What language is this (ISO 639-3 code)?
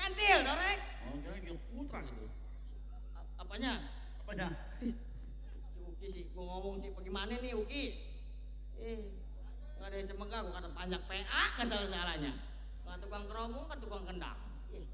bew